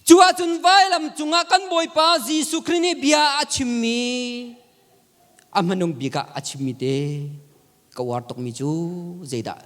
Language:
Hakha Chin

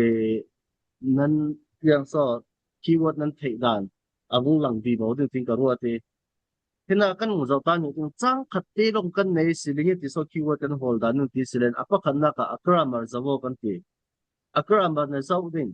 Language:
Falam Chin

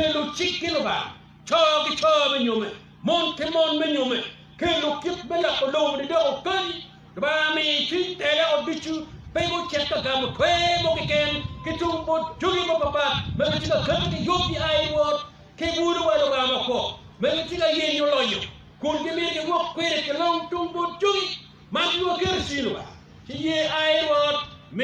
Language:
Acoli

